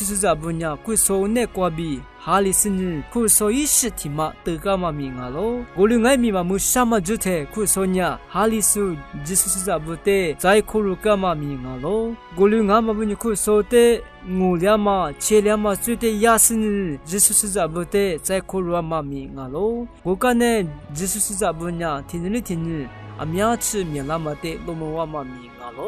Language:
Lisu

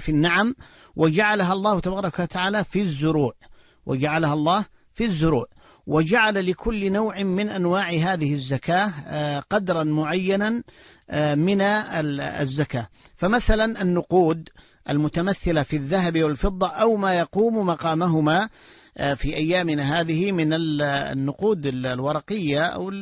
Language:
Arabic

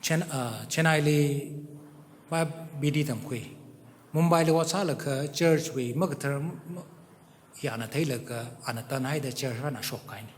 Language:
Tangkhul Naga (India)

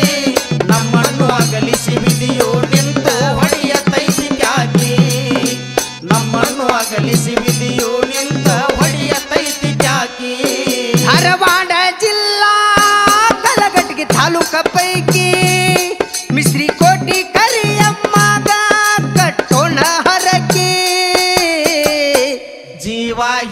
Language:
Kannada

